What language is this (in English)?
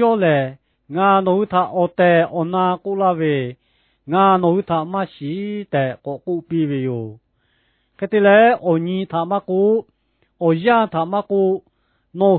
Lahu